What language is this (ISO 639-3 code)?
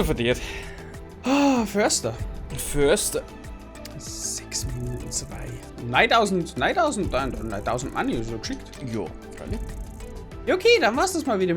bar